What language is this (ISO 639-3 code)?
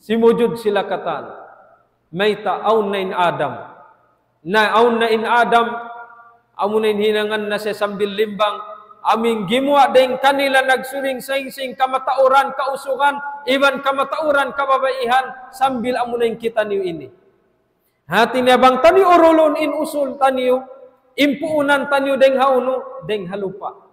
tsg